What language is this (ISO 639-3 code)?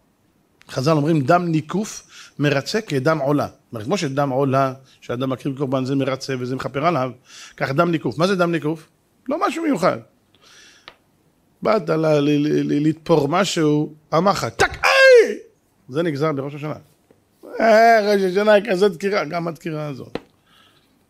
heb